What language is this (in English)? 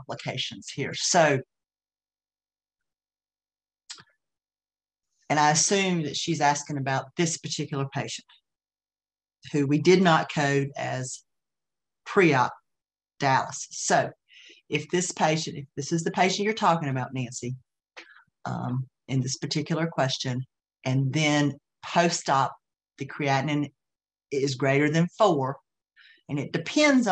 English